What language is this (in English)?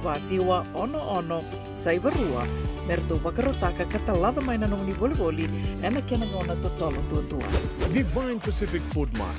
Fijian